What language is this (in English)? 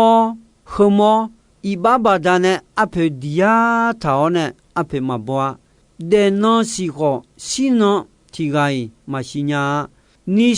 Akha